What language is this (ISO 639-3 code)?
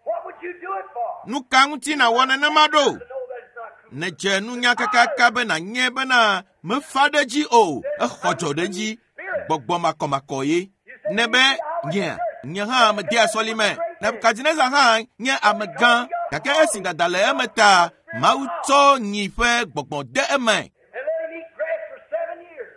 ewe